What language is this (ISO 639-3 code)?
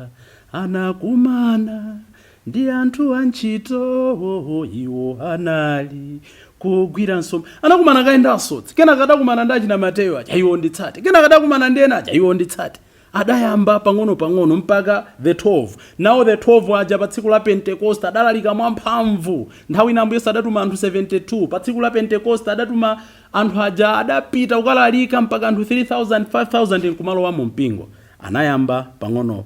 nya